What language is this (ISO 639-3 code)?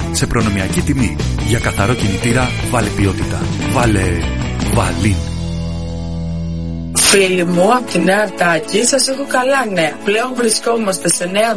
ell